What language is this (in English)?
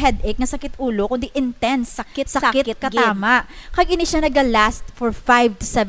Hiligaynon